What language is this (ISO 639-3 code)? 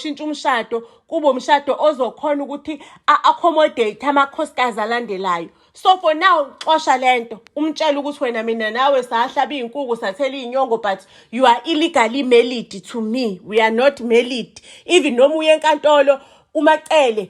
zul